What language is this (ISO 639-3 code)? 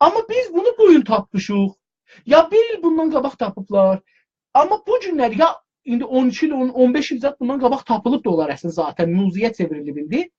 azb